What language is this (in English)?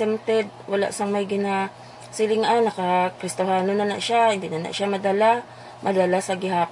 Hiligaynon